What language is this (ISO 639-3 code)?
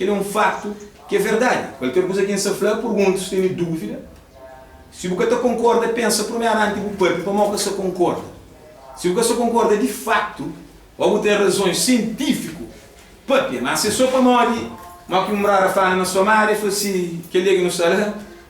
kea